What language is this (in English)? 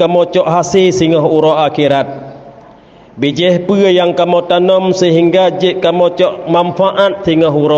Achinese